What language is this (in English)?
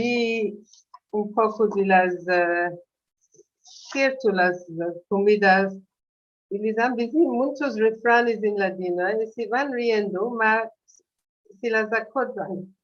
Ladino